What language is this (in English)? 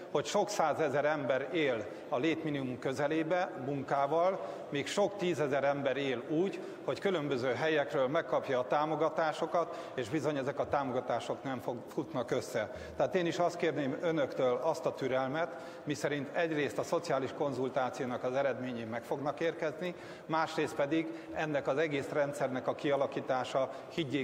Hungarian